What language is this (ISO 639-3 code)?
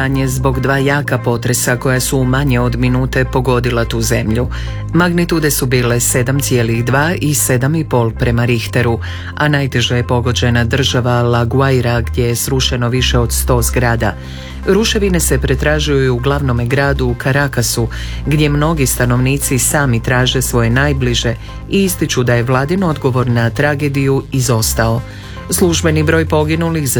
hrv